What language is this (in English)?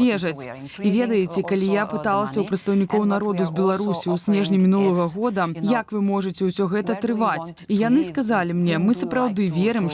Belarusian